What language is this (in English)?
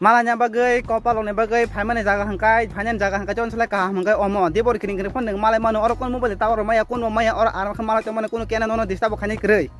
Kok Borok